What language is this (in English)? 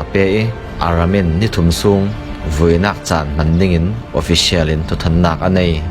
Falam Chin